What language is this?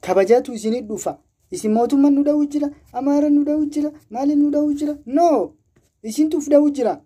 Oromo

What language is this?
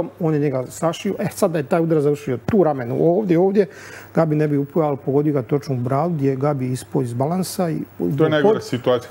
Croatian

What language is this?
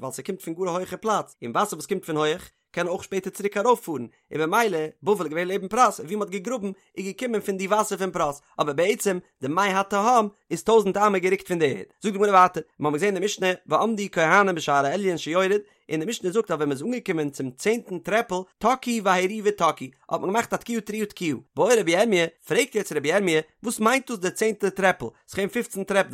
Yiddish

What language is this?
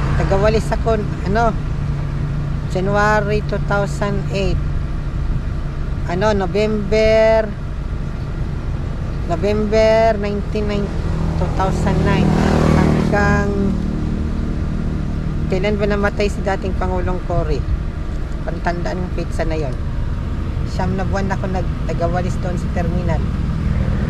Filipino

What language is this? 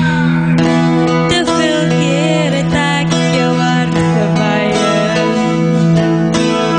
Afrikaans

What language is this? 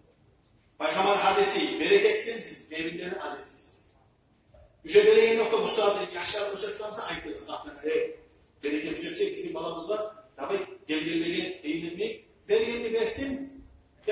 Kumyk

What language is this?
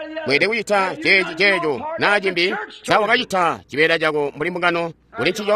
Tonga (Zambia)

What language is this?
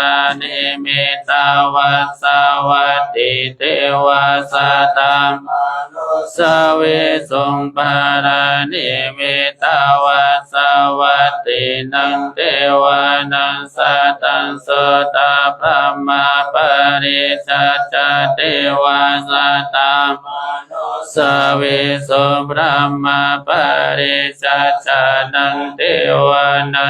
Pali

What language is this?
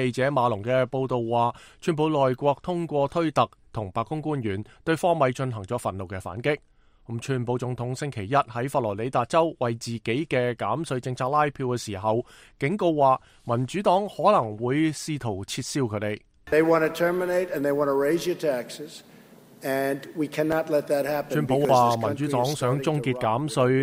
Cantonese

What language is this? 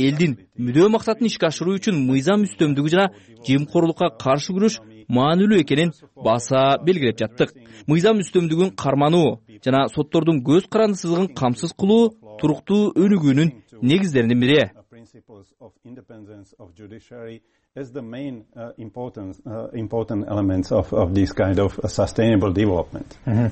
Kyrgyz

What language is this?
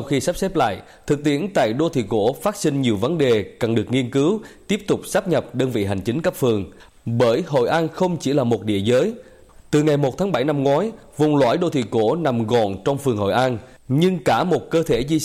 Vietnamese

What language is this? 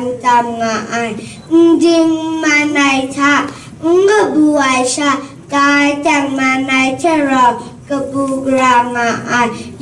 Kachin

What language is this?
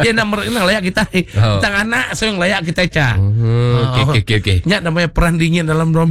Iban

